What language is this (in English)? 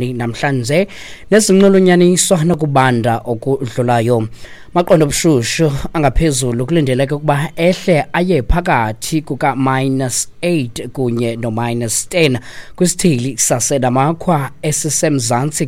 Xhosa